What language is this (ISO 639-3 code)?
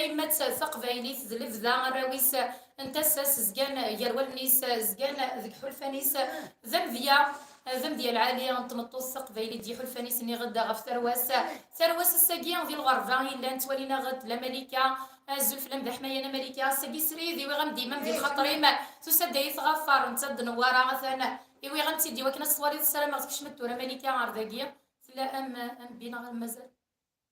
kab